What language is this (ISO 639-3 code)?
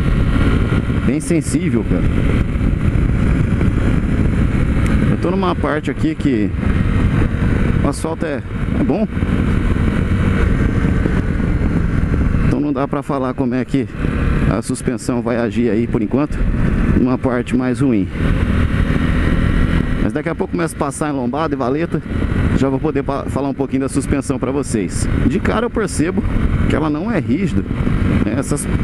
por